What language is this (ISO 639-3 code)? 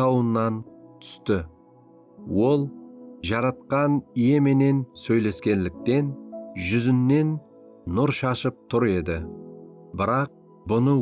kaa